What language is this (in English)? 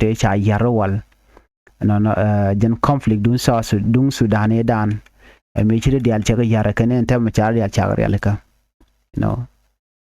Nuer